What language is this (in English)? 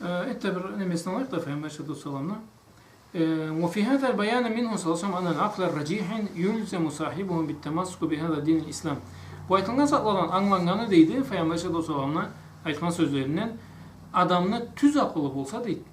Karachay-Balkar